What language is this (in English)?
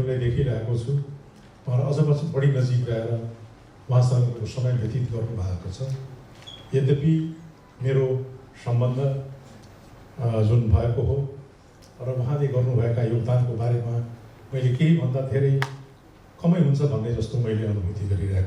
Nepali